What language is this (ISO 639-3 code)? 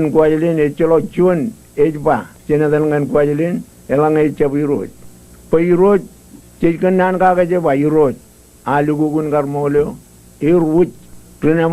mah